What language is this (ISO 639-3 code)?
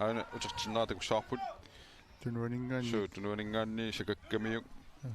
kal